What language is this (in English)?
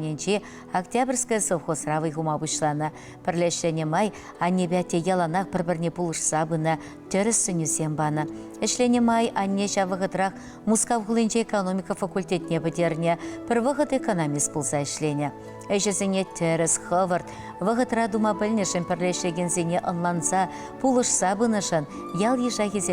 Chuvash